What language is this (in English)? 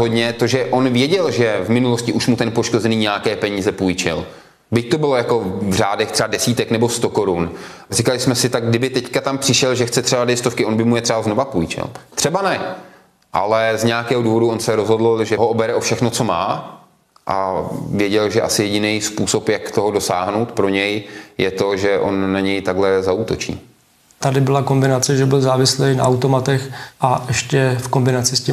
Czech